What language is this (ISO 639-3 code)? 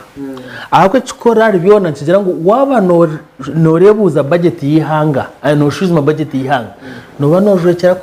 nyn